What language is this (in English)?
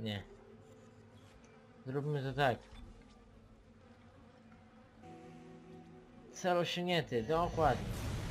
Polish